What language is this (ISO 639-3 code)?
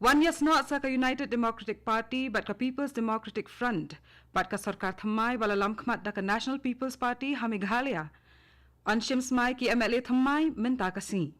kha